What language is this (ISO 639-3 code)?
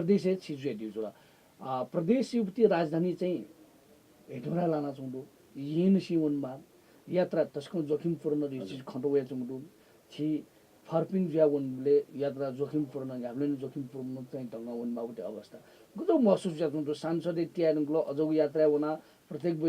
new